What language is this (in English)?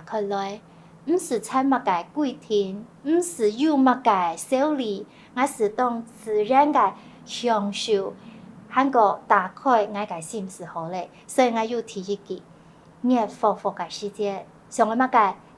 Hakka Chinese